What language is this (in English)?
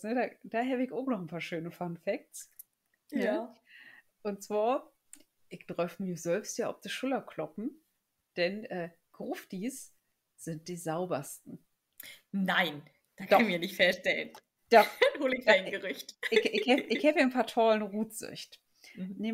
Low German